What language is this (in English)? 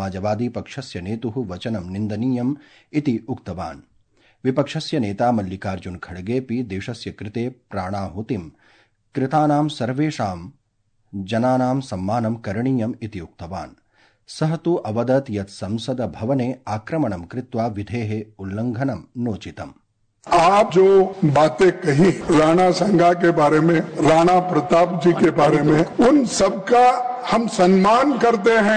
Sanskrit